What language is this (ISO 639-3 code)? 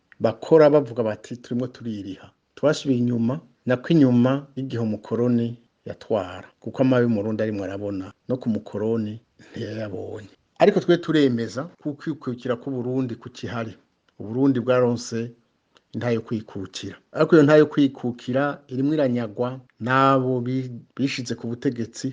run